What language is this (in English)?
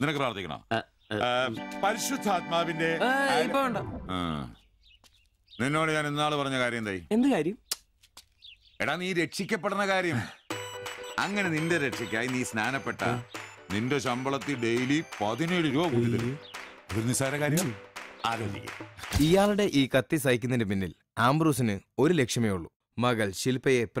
Malayalam